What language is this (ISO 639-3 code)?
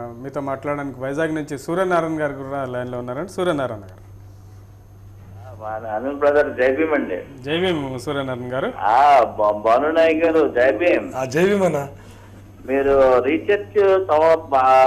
tel